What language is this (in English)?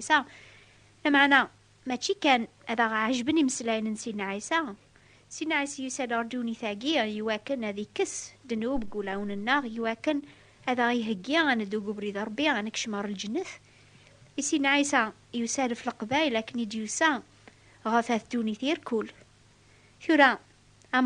Kabyle